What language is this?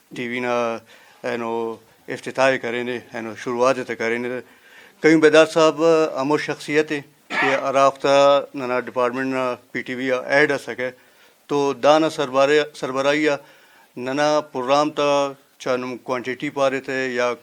Brahui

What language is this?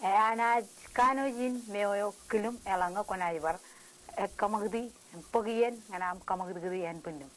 Marshallese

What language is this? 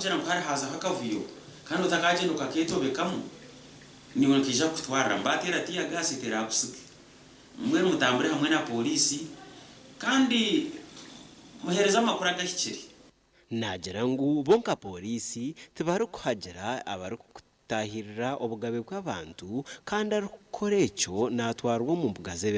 Nyankole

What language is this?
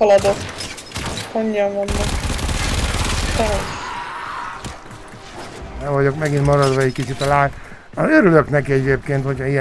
Hungarian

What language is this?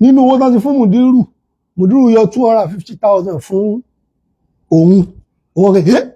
Yoruba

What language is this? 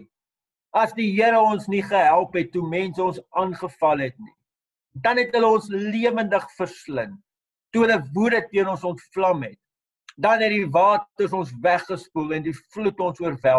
Afrikaans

